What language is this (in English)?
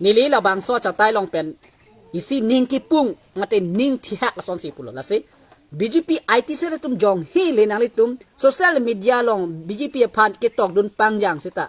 Karbi